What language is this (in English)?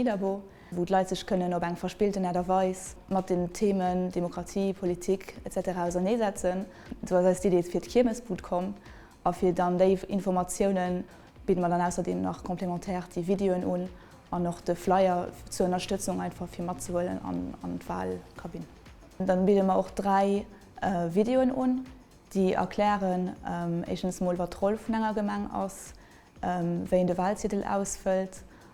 Luxembourgish